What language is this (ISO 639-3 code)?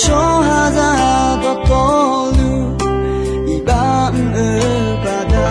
ahk